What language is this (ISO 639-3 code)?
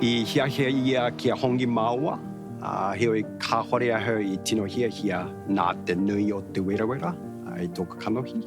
mri